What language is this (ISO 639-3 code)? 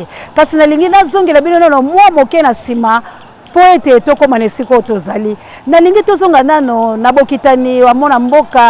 lin